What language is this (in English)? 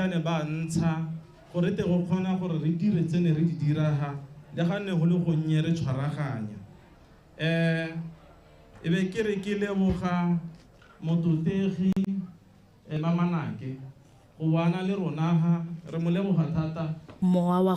Tswana